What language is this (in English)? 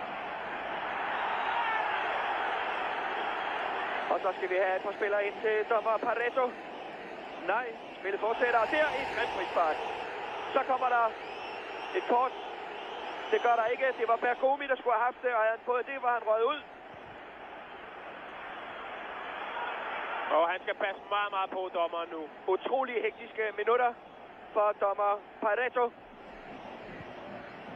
Danish